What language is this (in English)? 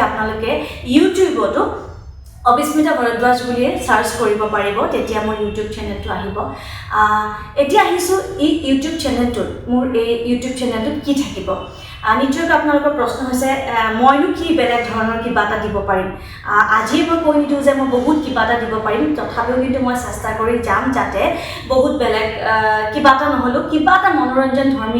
Assamese